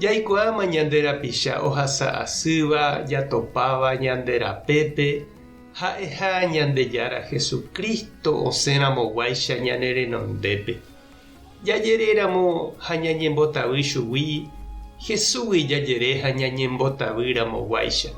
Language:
Guarani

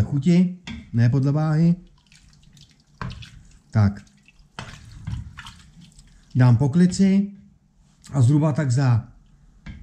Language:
Czech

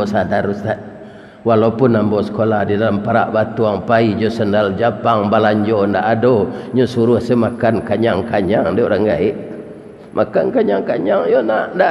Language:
Minangkabau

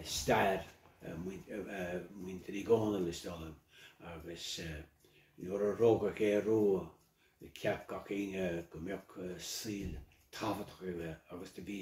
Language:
Irish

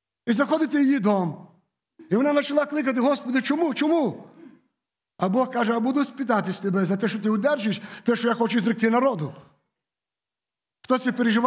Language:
Ukrainian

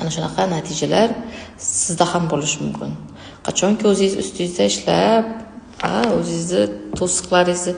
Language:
Uzbek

